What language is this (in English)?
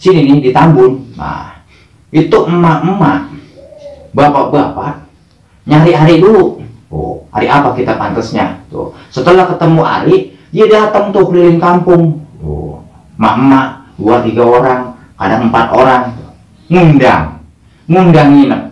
Betawi